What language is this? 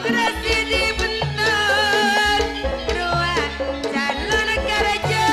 Madurese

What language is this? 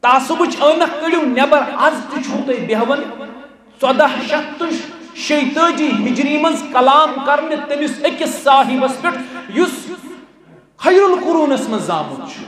Kashmiri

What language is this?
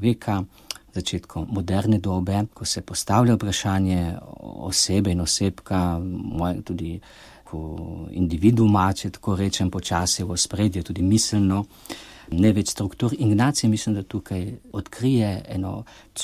Slovenian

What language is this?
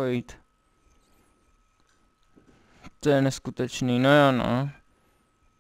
Czech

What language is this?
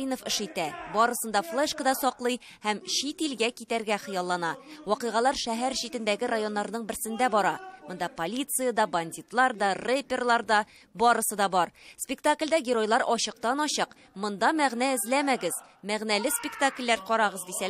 Tatar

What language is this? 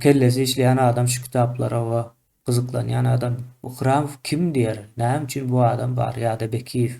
Turkmen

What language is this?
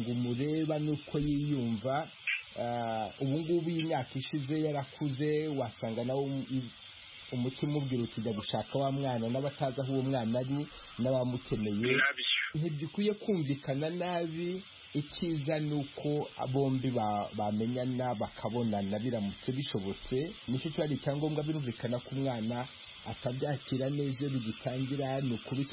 Kinyarwanda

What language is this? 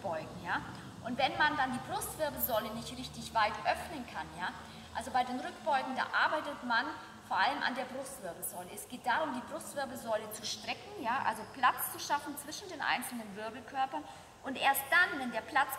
German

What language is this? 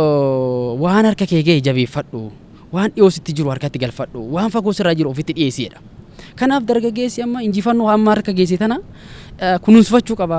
Oromo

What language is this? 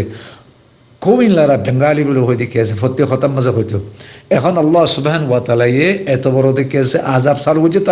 Rohingya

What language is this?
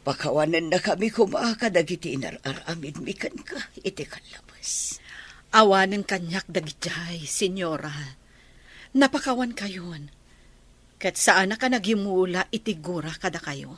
Iloko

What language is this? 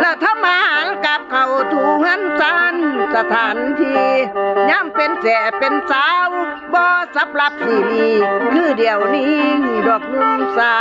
Northeastern Thai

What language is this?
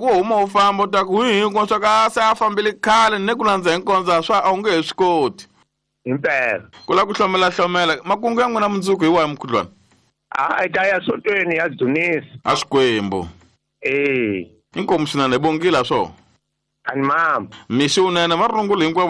Tsonga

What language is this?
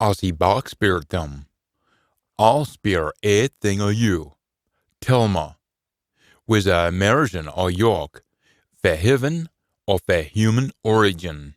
Scots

